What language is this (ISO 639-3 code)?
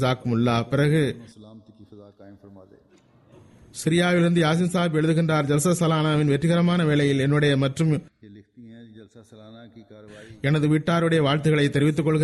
tam